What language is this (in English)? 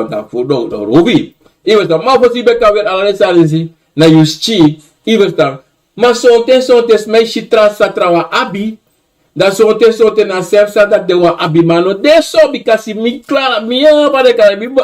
Sranan Tongo